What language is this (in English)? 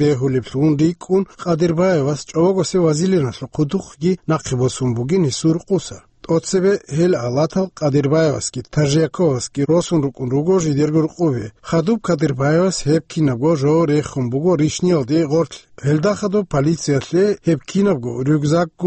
Avaric